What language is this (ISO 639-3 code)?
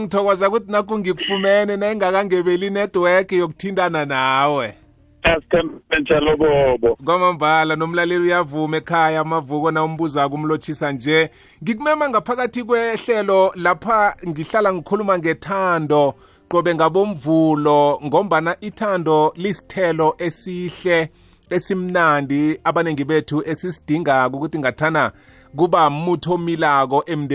nbl